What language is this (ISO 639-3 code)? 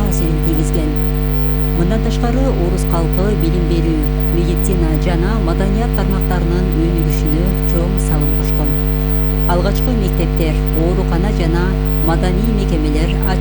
kir